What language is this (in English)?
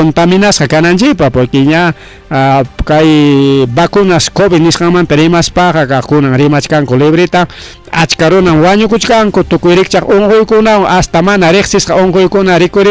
Ayacucho Quechua